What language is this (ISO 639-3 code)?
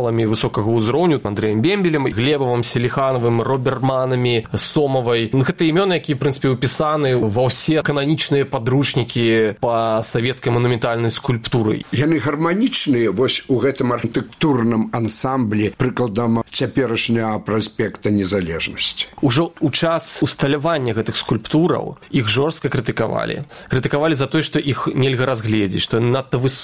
bel